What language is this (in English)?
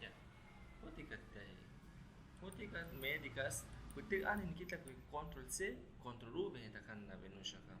Aguaruna